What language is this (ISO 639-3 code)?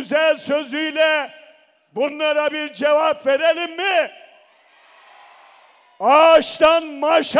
tur